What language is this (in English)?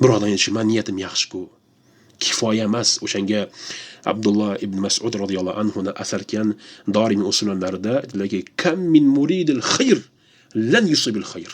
Uzbek